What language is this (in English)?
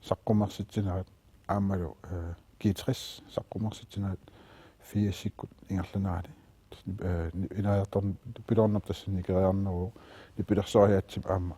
Kalaallisut